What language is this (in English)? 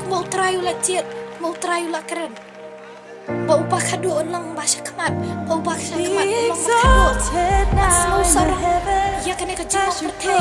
Khasi